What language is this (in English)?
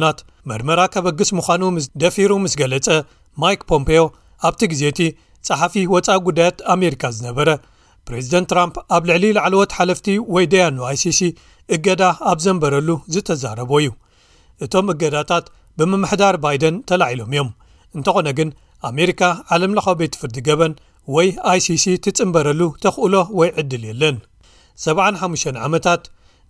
Tigrinya